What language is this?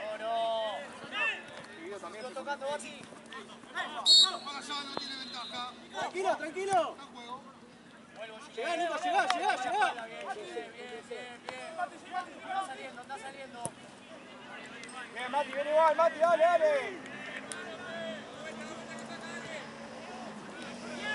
Spanish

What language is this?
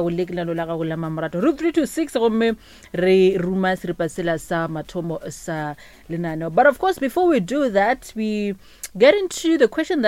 Northern Sotho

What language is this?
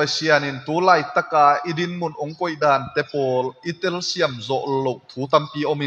Tedim Chin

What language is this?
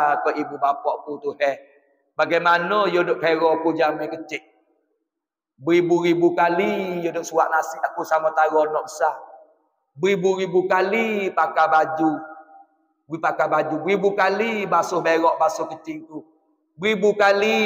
Pattani Malay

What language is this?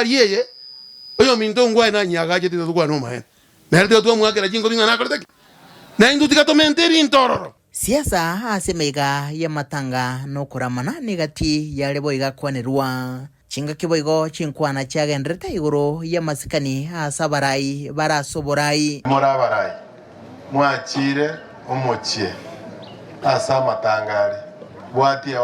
Gusii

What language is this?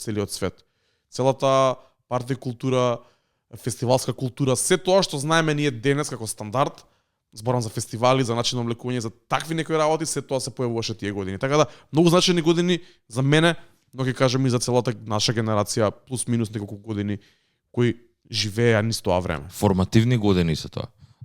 Macedonian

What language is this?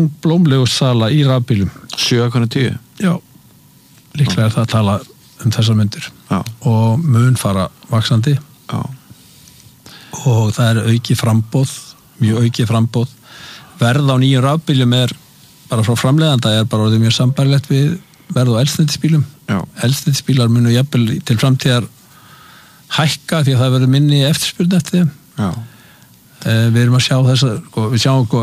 Icelandic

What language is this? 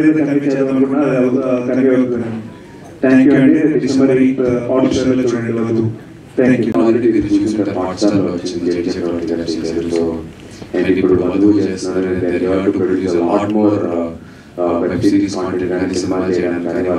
Telugu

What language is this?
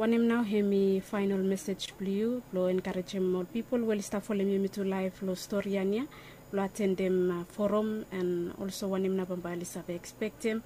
Bislama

